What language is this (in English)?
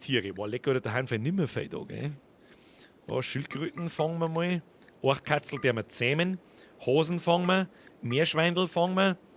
Bavarian